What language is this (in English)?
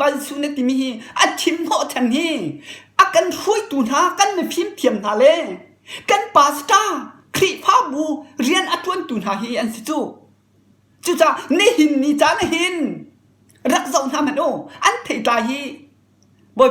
Hakha Chin